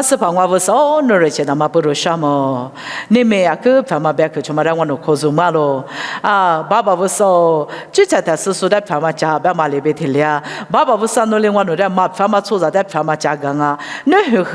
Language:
Lisu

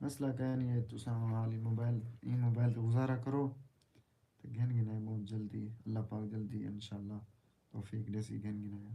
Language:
Saraiki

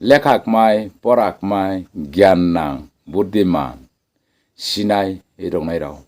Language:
Riang (India)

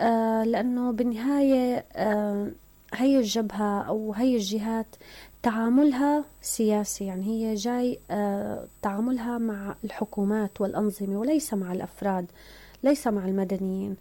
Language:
Mesopotamian Arabic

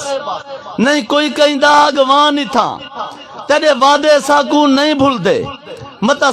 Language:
Saraiki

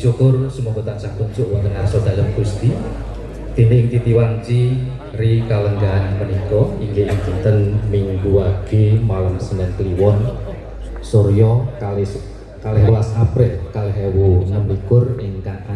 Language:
Javanese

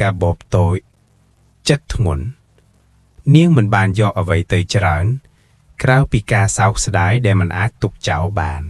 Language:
Khmer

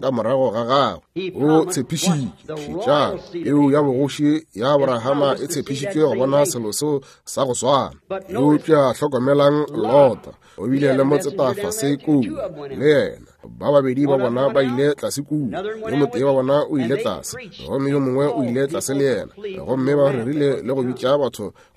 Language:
Northern Sotho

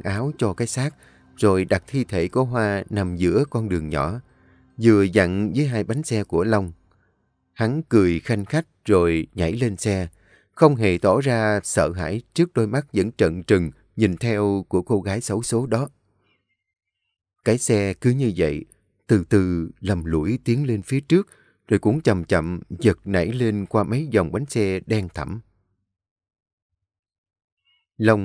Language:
Vietnamese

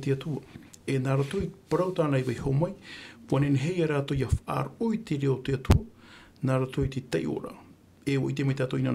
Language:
Tahitian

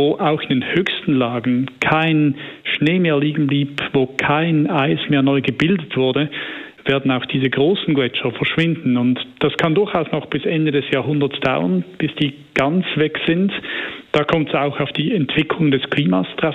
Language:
German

